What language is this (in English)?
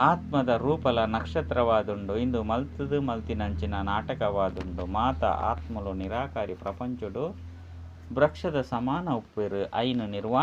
Tulu